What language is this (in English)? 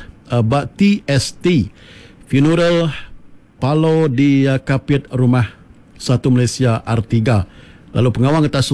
Iban